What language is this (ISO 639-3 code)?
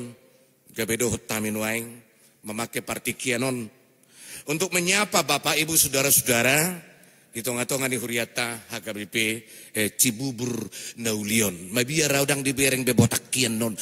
bbc